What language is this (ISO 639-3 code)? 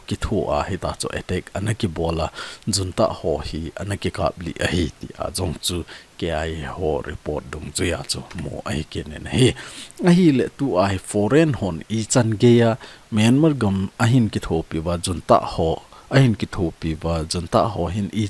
tcz